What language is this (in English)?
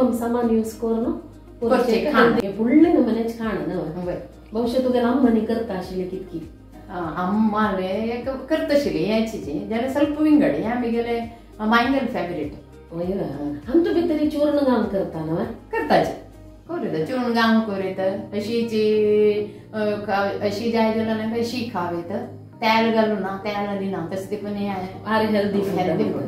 Konkani